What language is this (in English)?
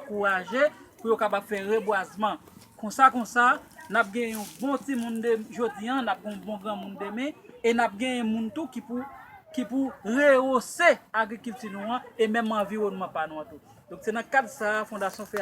Haitian Creole